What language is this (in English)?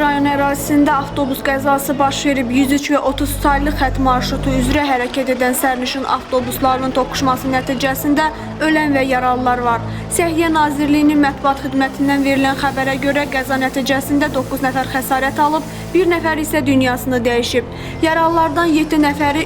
Azerbaijani